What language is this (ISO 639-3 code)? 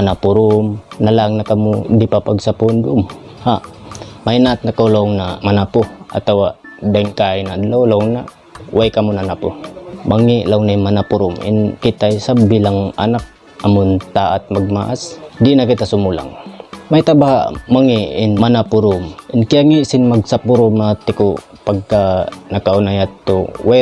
tsg